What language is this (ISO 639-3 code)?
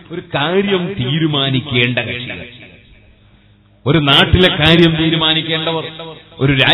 mal